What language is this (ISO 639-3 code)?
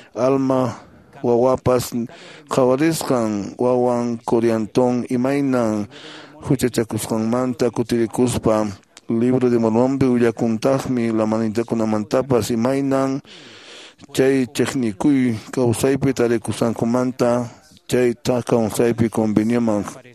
que